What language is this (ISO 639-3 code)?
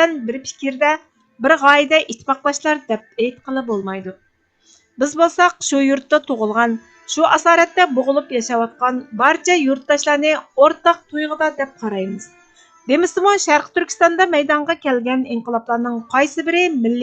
uig